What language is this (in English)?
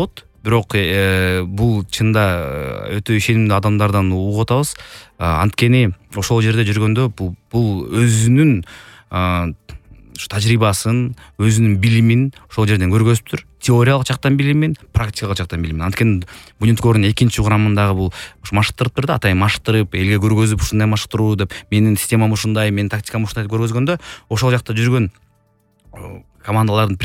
Kyrgyz